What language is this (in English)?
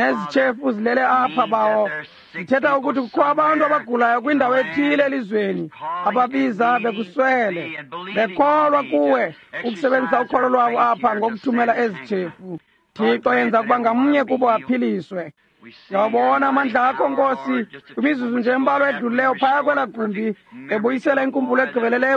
Xhosa